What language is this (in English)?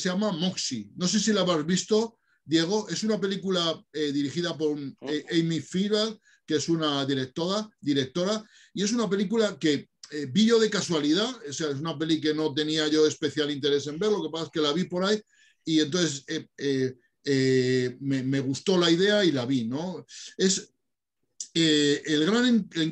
Spanish